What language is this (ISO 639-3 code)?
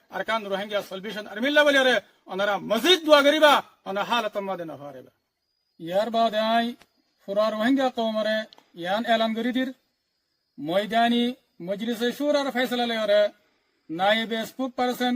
rhg